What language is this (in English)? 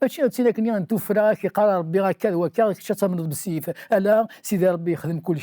Kabyle